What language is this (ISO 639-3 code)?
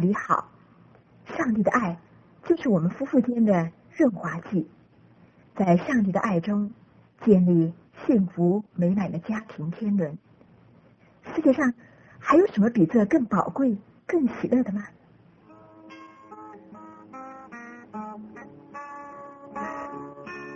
zho